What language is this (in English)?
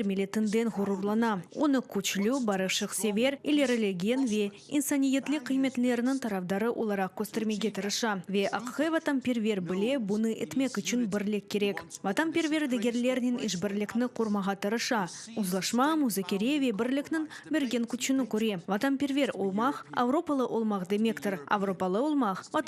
Crimean Tatar